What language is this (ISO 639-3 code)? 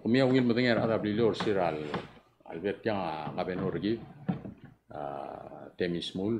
pau